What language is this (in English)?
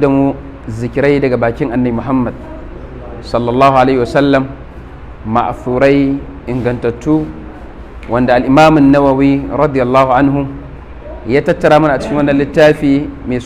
Hausa